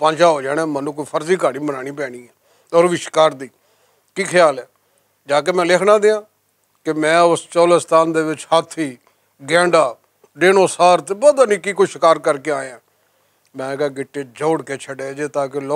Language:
Western Panjabi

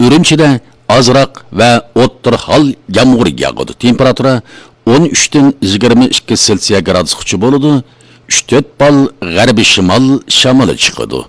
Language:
Uyghur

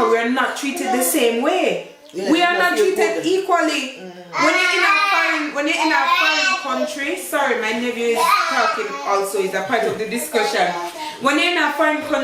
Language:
Jamaican Creole English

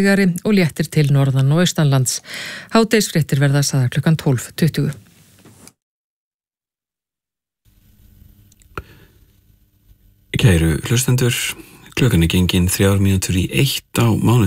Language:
Icelandic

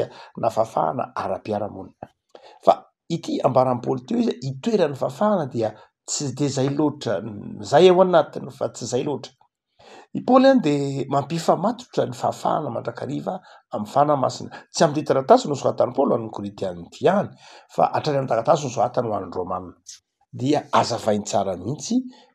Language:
Malagasy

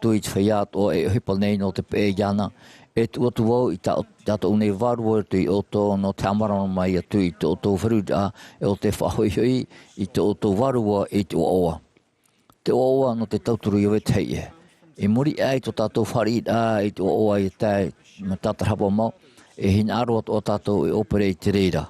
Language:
Tahitian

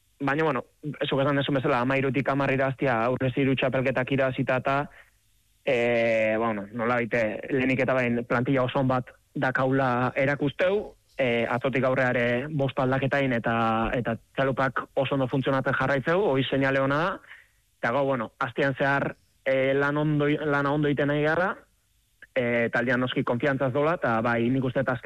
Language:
Basque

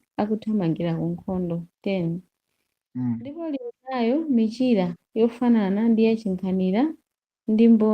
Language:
Nyanja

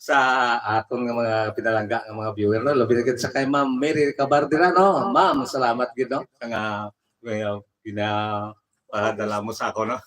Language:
Hiligaynon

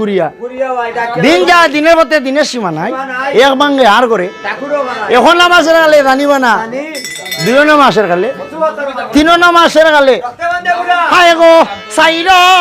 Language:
Sylheti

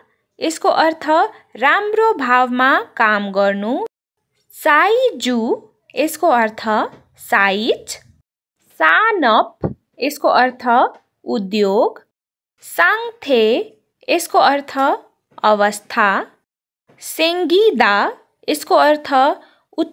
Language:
Nepali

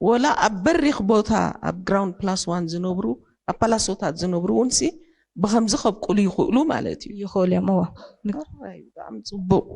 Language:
Tigrinya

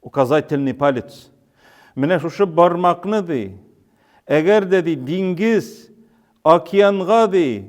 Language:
Tatar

